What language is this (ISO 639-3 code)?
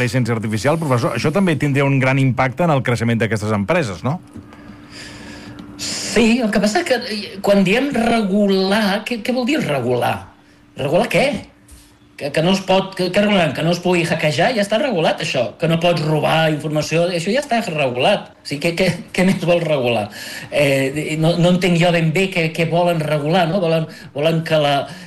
cat